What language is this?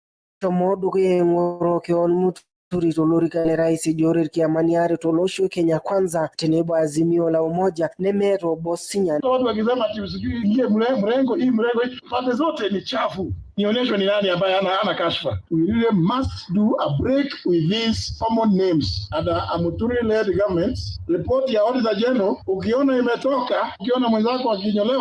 Masai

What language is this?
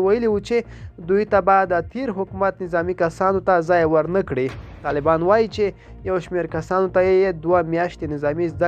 Pashto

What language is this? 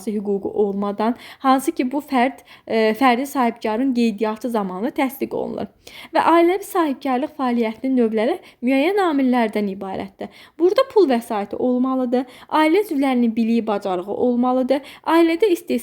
Azerbaijani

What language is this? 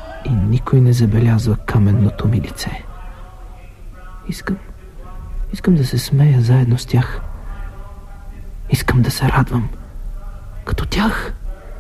Bulgarian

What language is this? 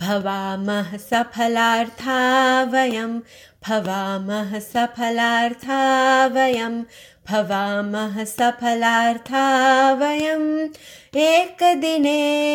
Sanskrit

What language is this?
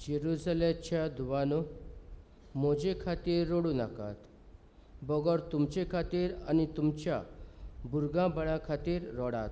Konkani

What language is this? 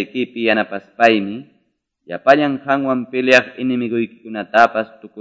Quechua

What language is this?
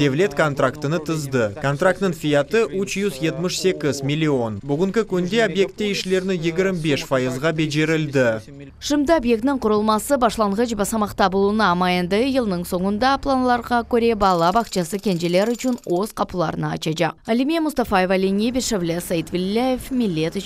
Crimean Tatar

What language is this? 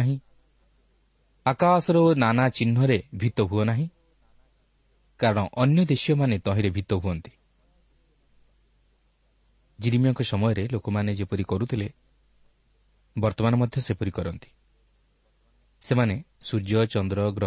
Odia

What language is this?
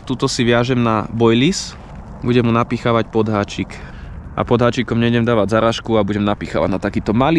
Slovak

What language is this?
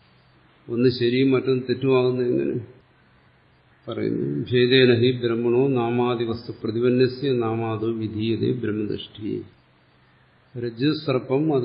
Malayalam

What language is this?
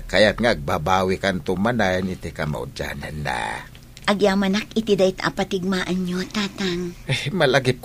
Iloko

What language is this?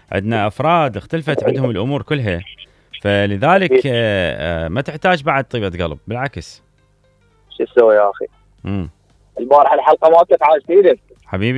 Mesopotamian Arabic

